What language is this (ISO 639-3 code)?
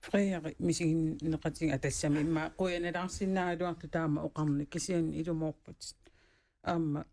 kal